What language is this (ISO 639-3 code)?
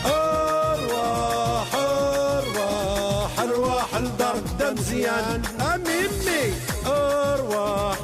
kab